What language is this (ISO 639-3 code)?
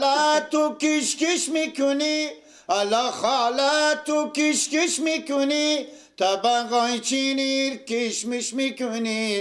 fas